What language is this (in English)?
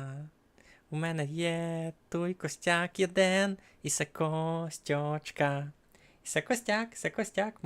Rusyn